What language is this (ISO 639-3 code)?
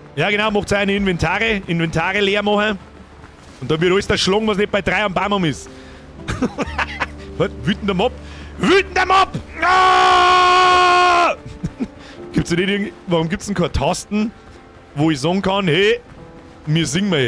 bar